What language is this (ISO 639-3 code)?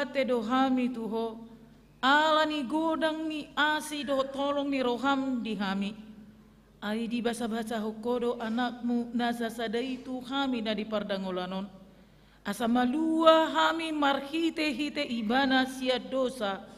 bbc